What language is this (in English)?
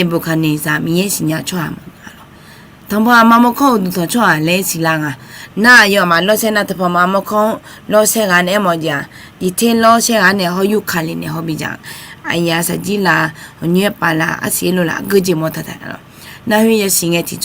Akha